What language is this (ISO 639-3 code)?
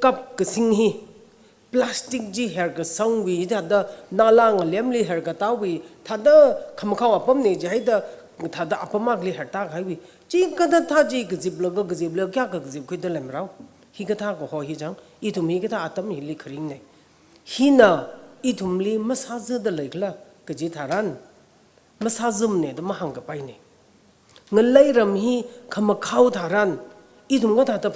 nmf